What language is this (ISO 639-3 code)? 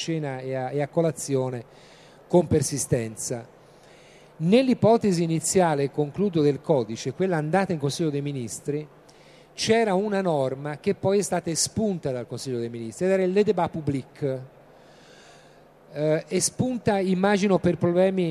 ita